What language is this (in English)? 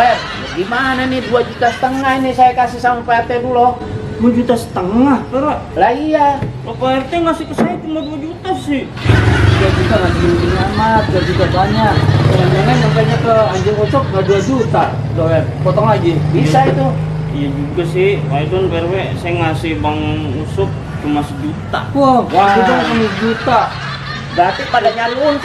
Betawi